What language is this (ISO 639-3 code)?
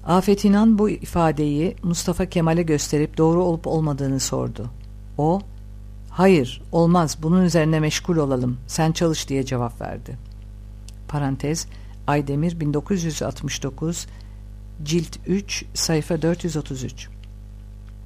tur